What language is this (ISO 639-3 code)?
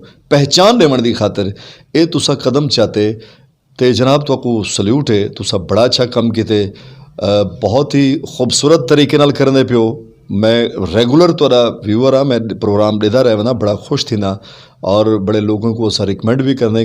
skr